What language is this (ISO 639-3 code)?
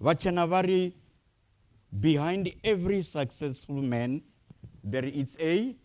ven